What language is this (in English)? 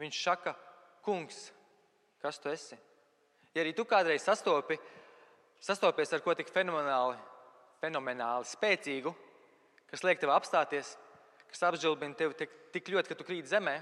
Latvian